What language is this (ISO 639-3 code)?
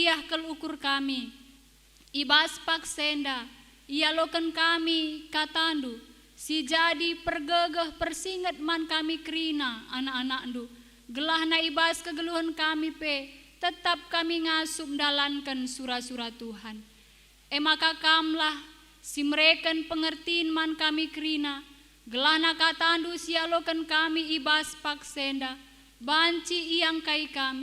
btx